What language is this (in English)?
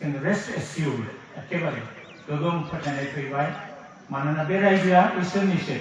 Bodo